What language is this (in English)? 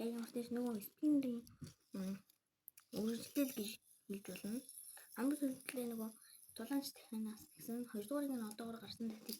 Mongolian